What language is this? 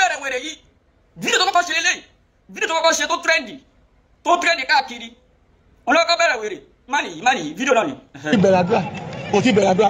Yoruba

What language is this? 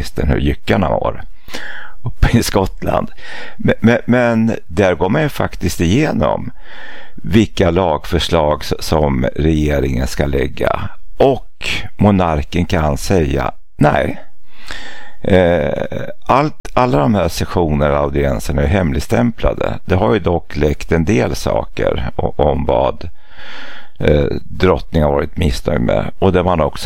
Swedish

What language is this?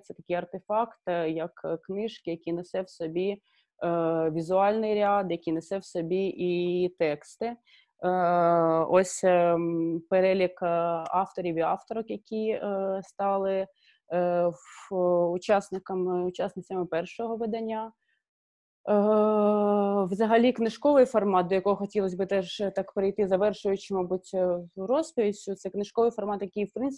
Ukrainian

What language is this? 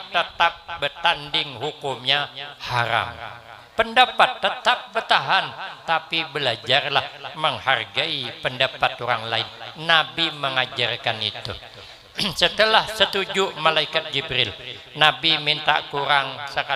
Banjar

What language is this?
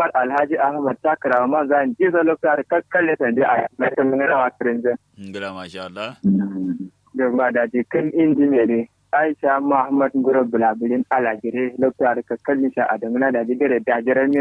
Kanuri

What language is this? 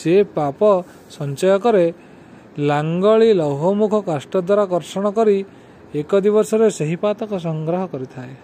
Odia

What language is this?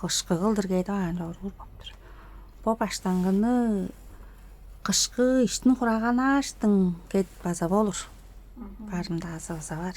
Tuvinian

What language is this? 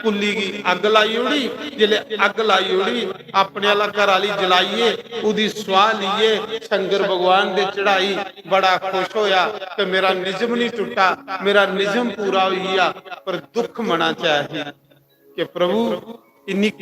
Dogri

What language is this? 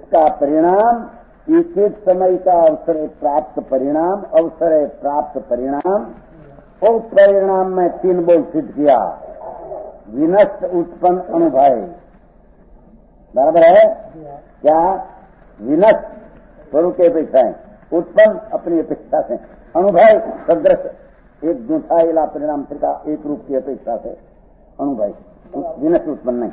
Hindi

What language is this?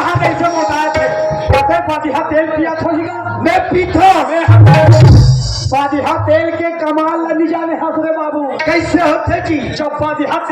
Chhattisgarhi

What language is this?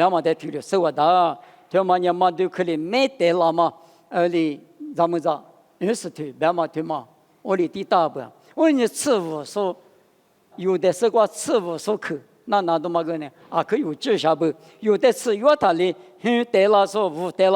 Lisu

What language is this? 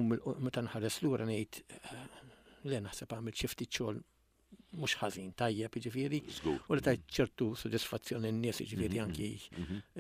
Maltese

